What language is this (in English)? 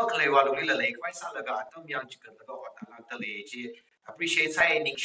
Tangkhul Naga (India)